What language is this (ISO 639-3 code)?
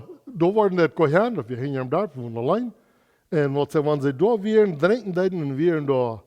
pdt